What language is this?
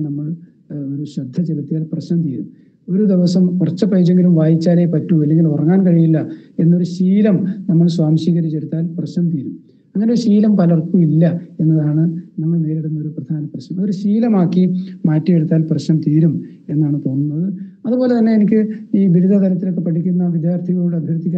Malayalam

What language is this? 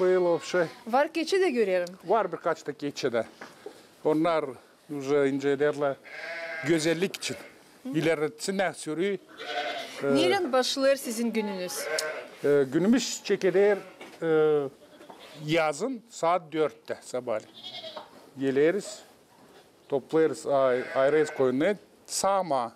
Gagauz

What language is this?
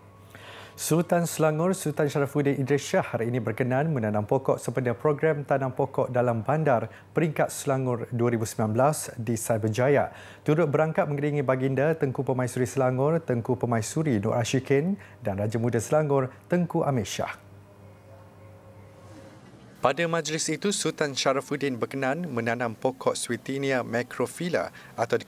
Malay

